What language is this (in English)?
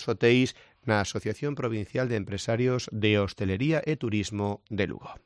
Galician